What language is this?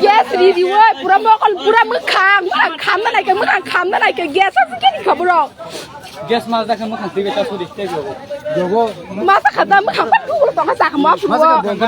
Kok Borok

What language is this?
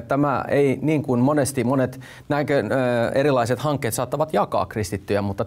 Finnish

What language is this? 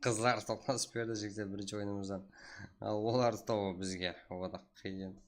Kara-Kalpak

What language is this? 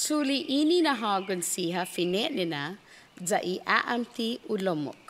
Chamorro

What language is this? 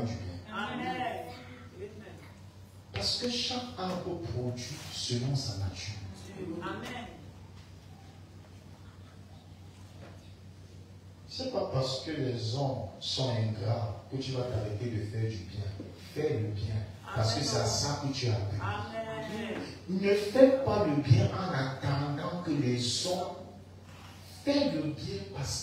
French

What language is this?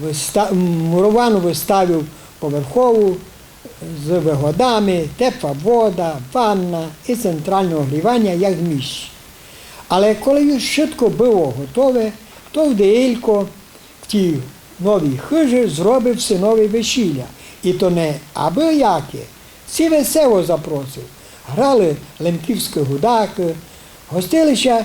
Rusyn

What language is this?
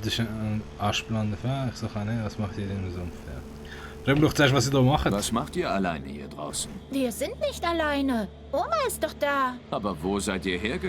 Swiss German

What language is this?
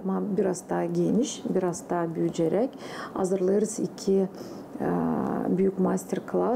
Gagauz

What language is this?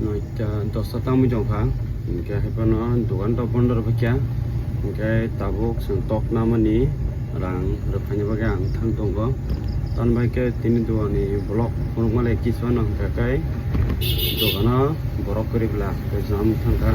Kok Borok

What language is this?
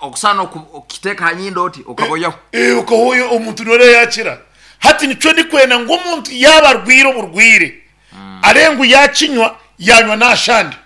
Nyankole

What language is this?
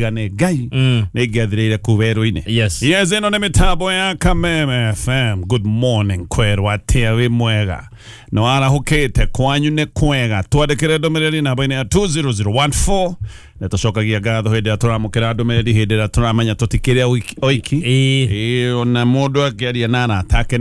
Kikuyu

